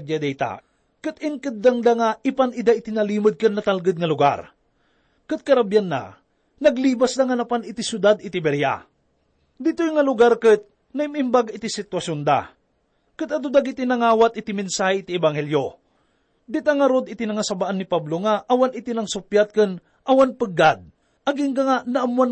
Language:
Iloko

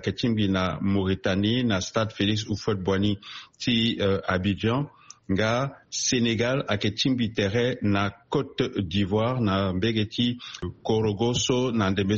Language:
Sango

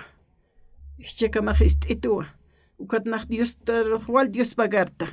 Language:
Aymara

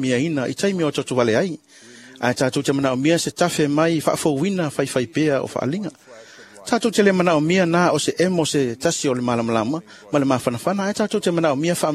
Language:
Samoan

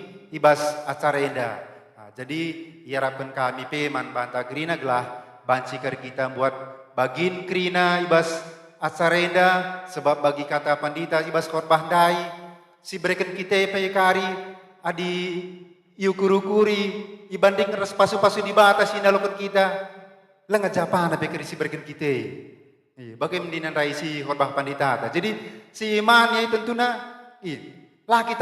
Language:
Batak Karo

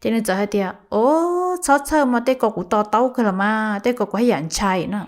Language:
Hmong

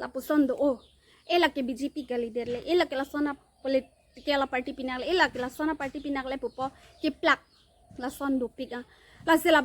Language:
Karbi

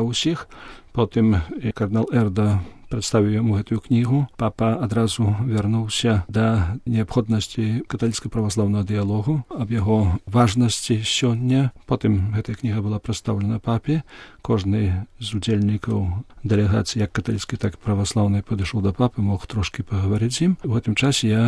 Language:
Belarusian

